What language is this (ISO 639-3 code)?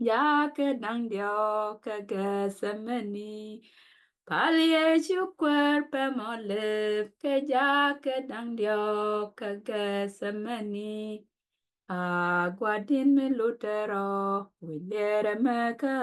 nus